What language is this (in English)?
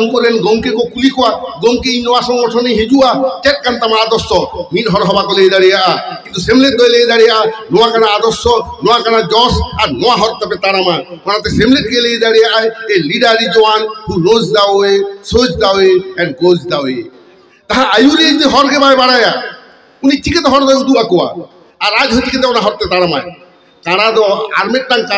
Santali